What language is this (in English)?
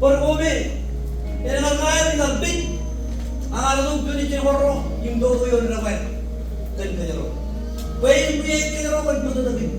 Marshallese